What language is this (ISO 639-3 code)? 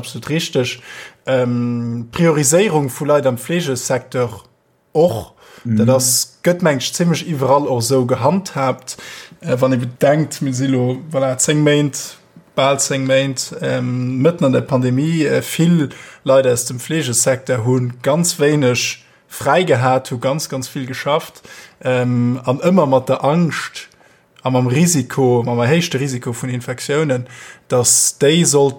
ltz